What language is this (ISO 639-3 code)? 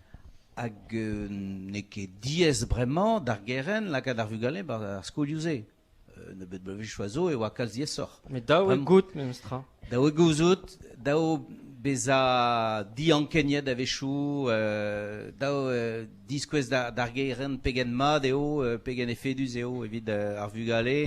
bre